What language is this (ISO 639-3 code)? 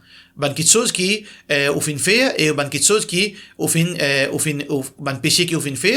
mfe